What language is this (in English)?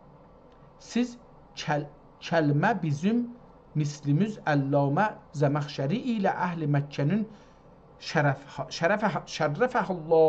South Azerbaijani